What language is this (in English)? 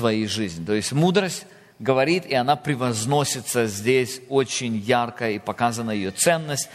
Russian